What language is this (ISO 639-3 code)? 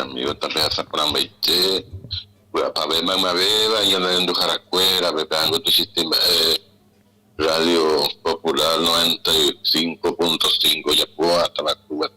grn